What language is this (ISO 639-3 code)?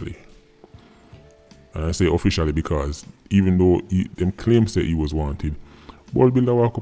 jam